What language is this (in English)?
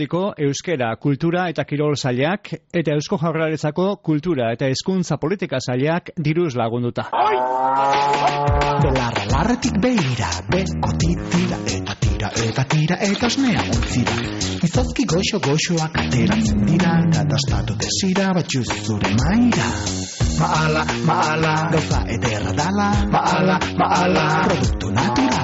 Basque